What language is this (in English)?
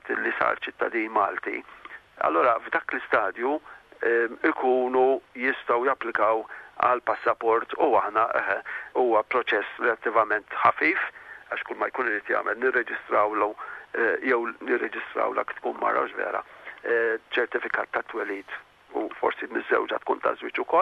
Maltese